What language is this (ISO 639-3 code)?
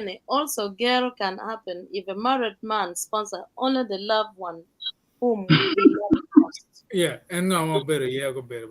ach